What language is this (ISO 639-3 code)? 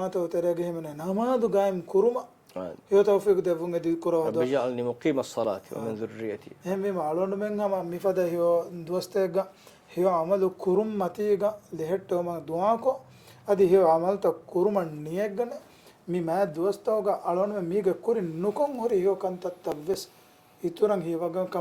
div